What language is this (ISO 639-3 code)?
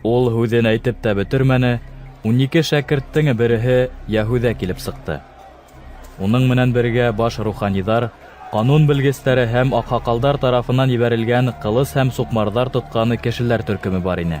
bak